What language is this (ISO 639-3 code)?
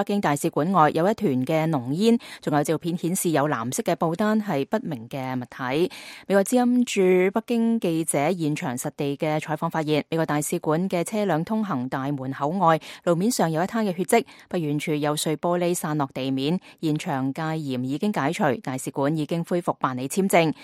yue